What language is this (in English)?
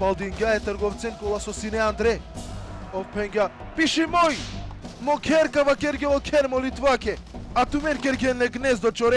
Balkan Romani